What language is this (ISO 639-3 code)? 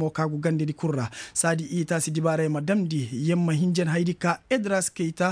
ses